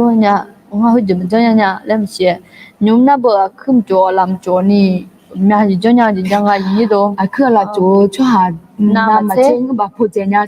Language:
Akha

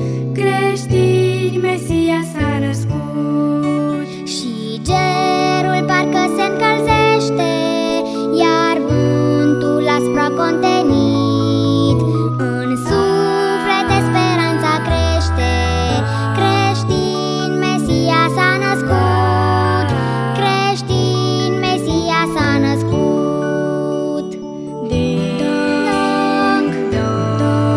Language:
Romanian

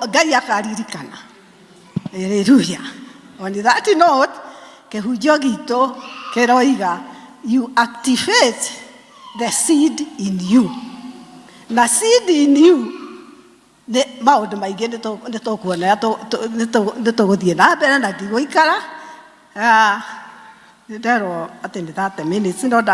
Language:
Kikuyu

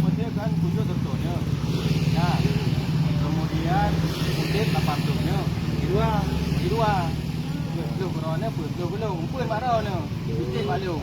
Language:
Achinese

